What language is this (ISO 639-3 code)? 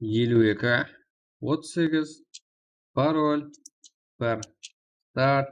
kaa